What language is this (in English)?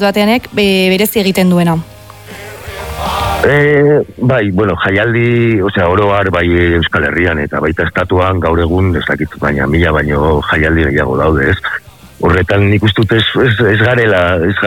Basque